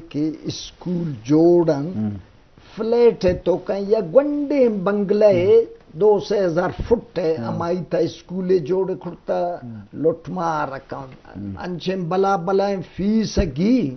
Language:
Eastern Balochi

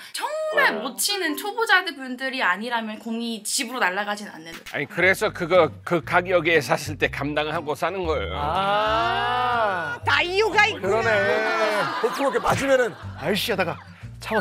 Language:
Korean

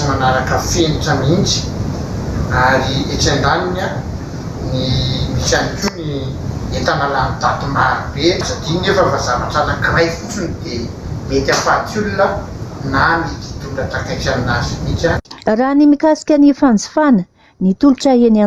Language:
Malagasy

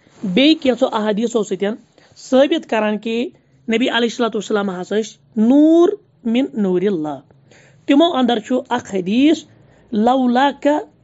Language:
Kashmiri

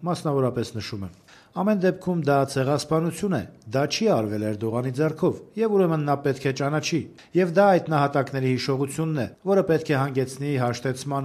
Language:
Armenian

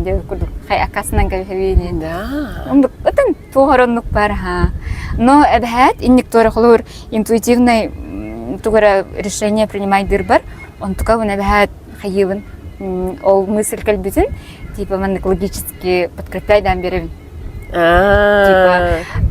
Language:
Yakut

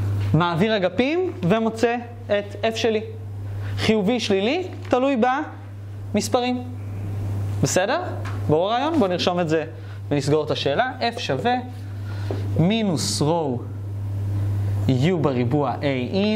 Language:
Hebrew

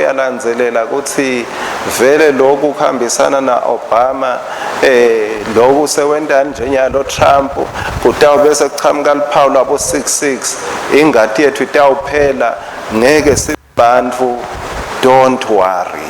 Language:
Swati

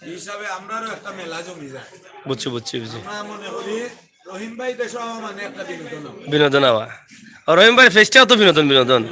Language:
Sylheti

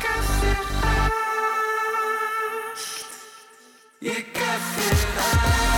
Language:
Icelandic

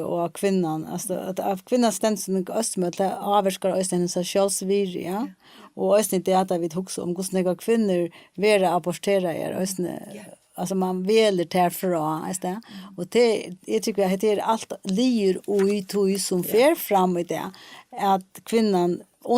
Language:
Faroese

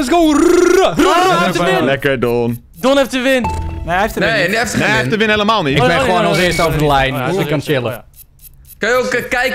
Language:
Dutch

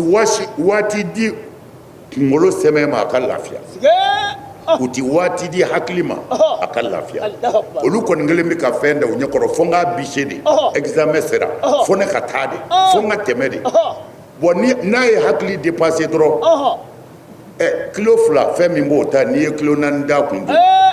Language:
Bambara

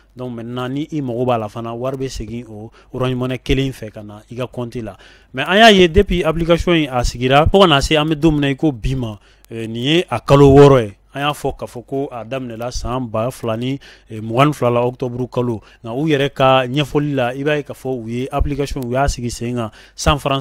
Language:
Bambara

